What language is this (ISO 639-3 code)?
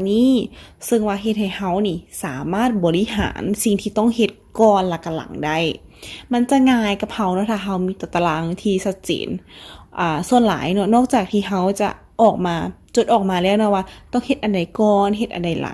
lao